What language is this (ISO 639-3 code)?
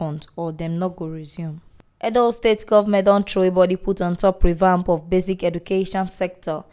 pcm